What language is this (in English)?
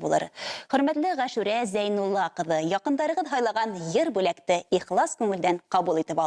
Bashkir